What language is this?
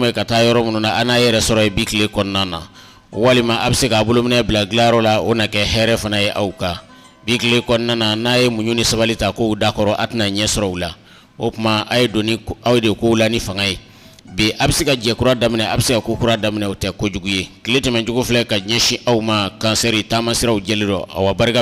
Bambara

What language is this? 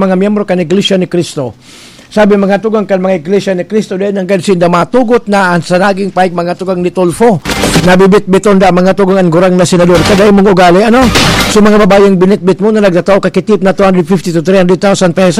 Bikol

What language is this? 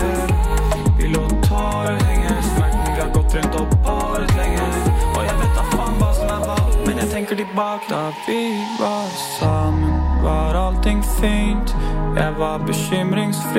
Danish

